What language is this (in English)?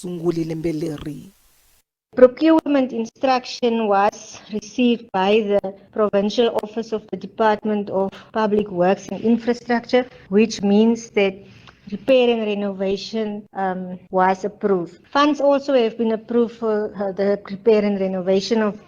Tsonga